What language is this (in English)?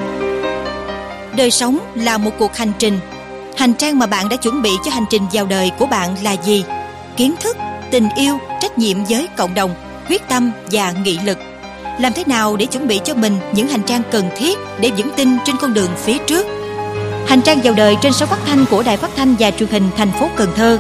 Vietnamese